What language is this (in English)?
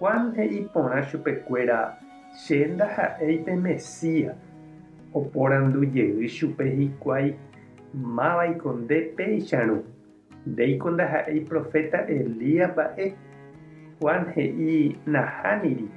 Guarani